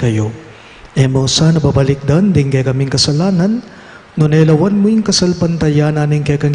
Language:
Pampanga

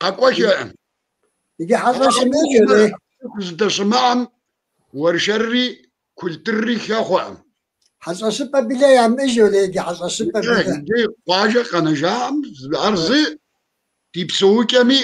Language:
Kabardian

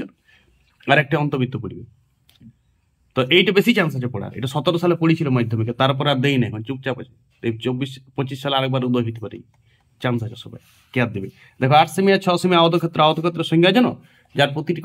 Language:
Bangla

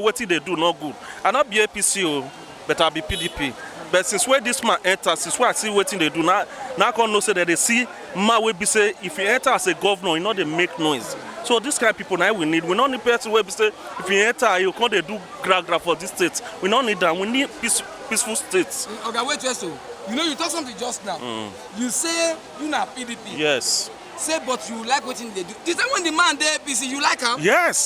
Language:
Nigerian Pidgin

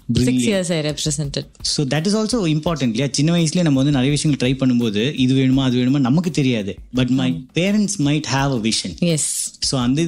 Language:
Tamil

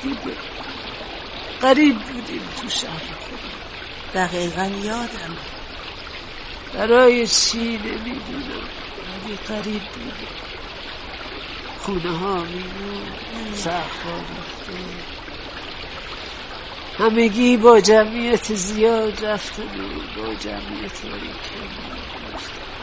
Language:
Persian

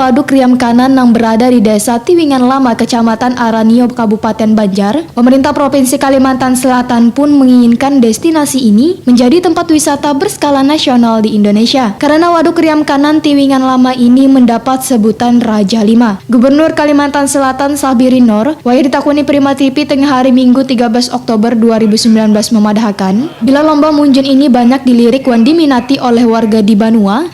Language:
Banjar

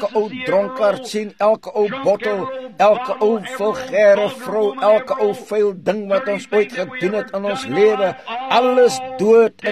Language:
Afrikaans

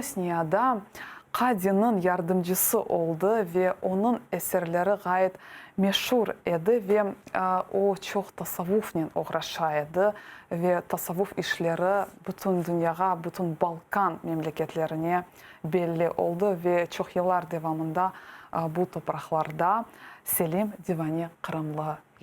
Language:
Crimean Tatar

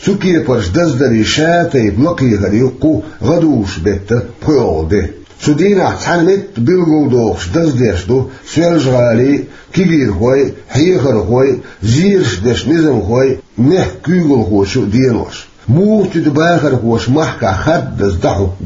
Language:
Chechen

